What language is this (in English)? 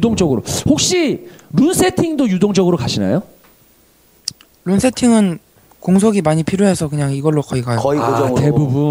Korean